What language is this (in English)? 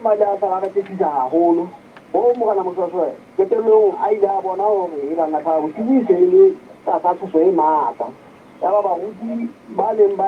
Southern Sotho